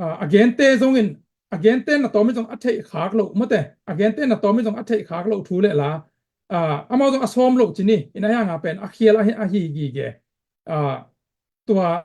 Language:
Tedim Chin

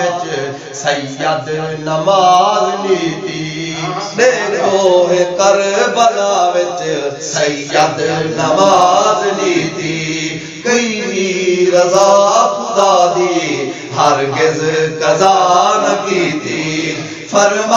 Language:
Saraiki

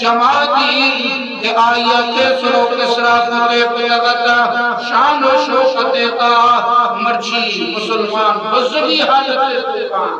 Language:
Eastern Balochi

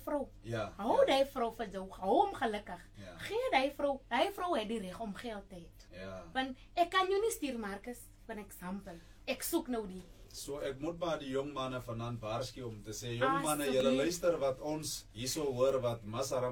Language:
Afrikaans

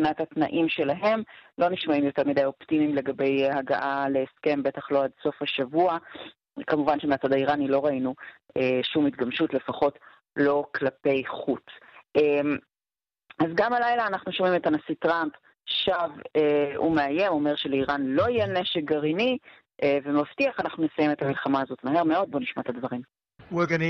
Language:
Hebrew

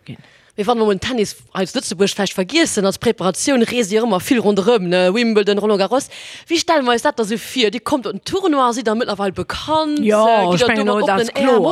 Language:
Luxembourgish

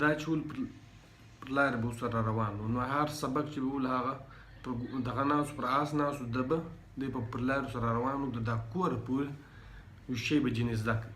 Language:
Pashto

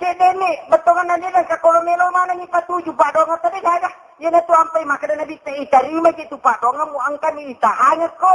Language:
Buginese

